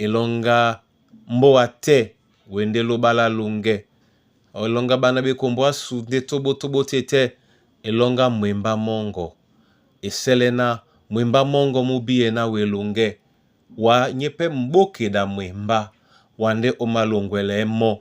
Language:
Duala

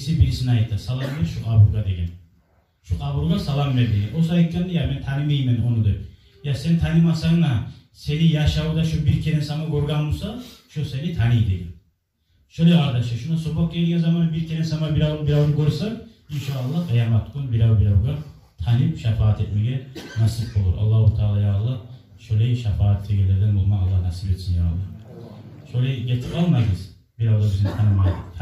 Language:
Kumyk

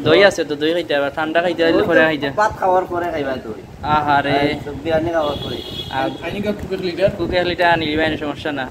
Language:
Sylheti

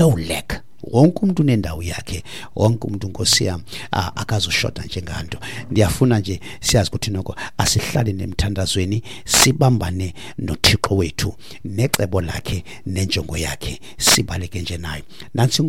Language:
Xhosa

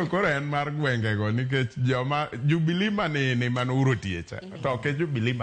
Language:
Luo (Kenya and Tanzania)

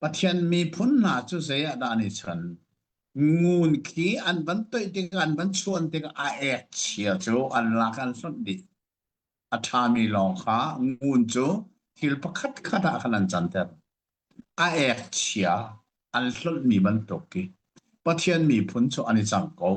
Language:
Hakha Chin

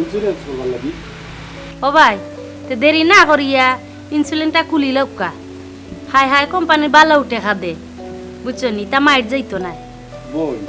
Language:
Sylheti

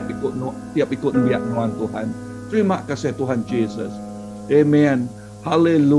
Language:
Iban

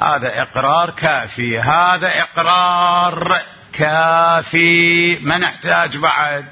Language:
Mesopotamian Arabic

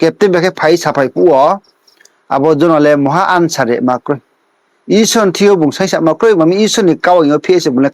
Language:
Riang (India)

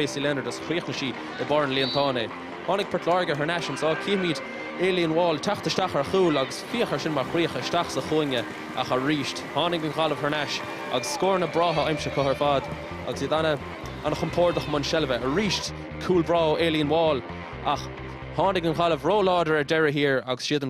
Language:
Irish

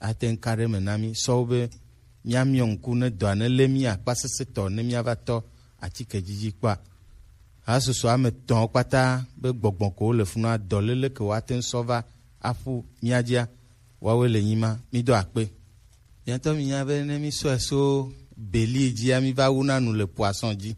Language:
Gen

